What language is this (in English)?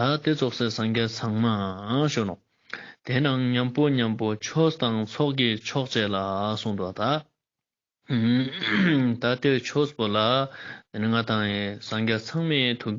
Ladakhi